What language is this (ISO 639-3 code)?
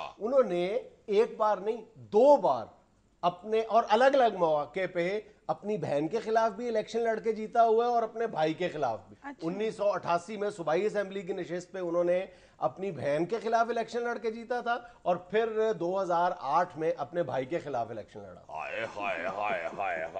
urd